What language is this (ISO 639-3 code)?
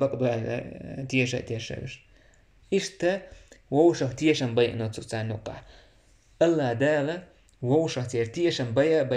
che